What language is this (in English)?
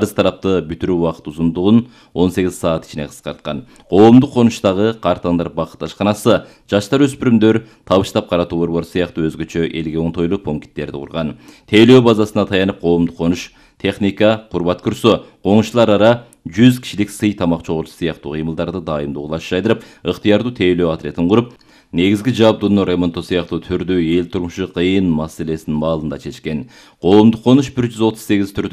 Kyrgyz